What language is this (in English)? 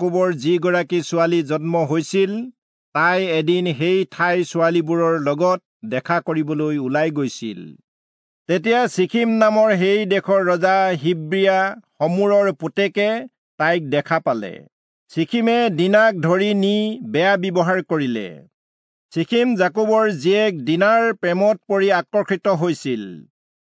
Assamese